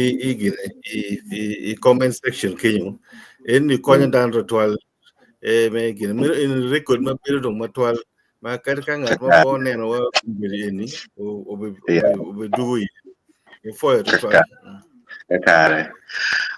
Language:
Acoli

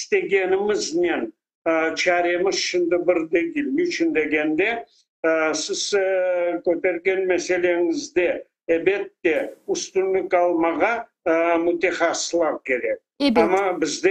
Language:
Crimean Tatar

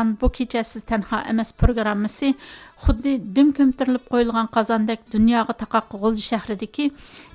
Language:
Uyghur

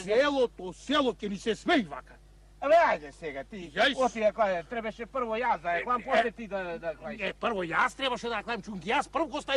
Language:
Macedonian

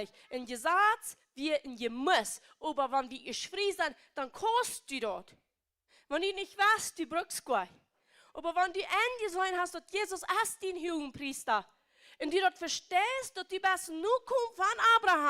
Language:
Plautdietsch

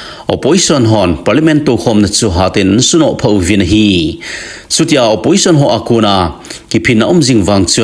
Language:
Thado Chin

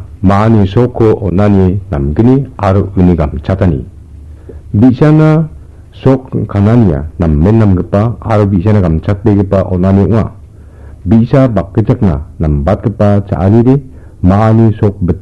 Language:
Garo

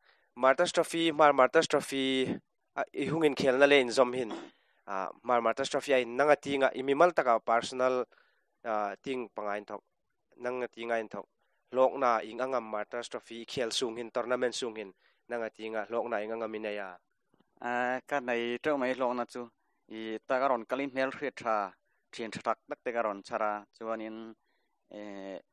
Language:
Hmar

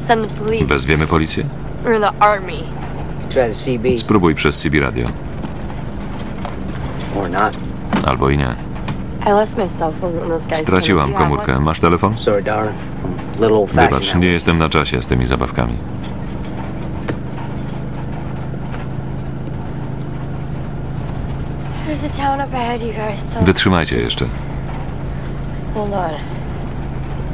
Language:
Polish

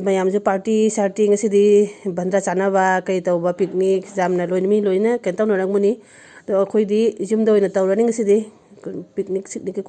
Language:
Manipuri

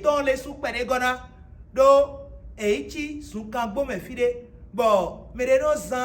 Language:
Fon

